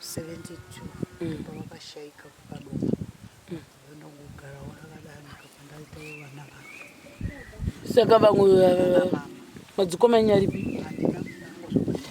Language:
Shona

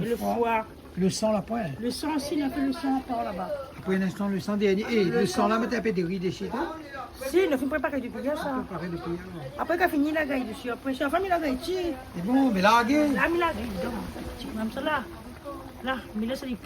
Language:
Réunion Creole French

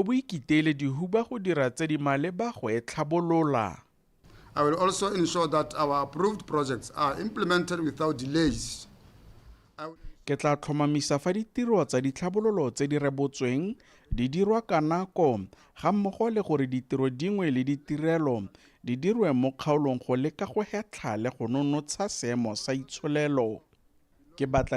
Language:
Tswana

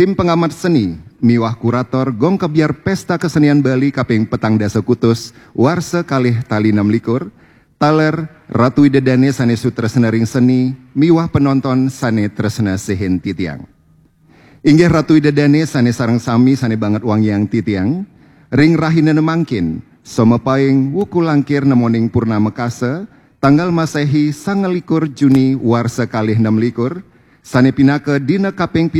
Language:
Balinese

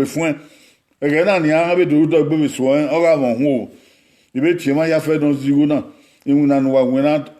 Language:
Bini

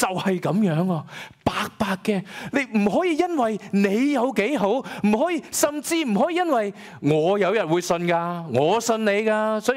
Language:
Cantonese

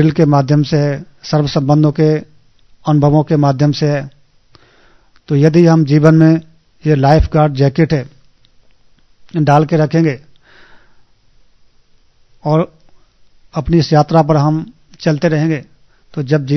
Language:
Hindi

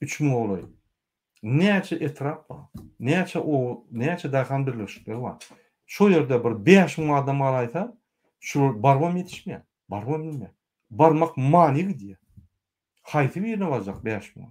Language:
Turkmen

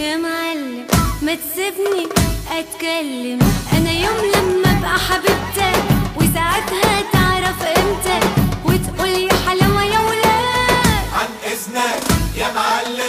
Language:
Egyptian Arabic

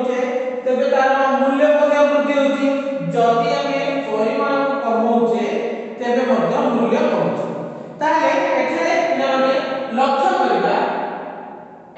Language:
Odia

